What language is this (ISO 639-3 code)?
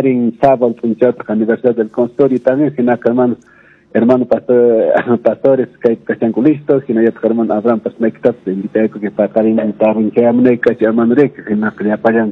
que